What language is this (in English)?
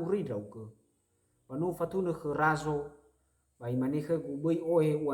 Nias